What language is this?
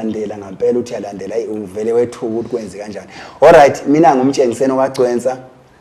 Zulu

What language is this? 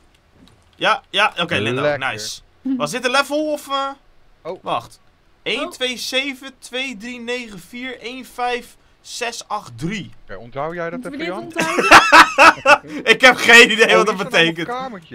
Dutch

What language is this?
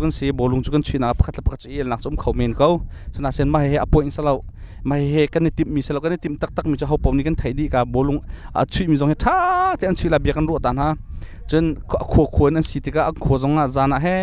Hakha Chin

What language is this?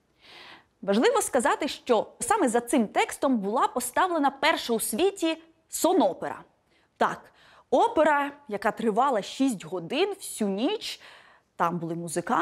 Ukrainian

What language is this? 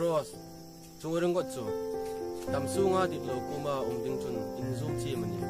Hmar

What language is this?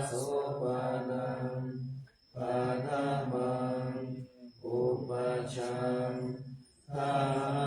Pali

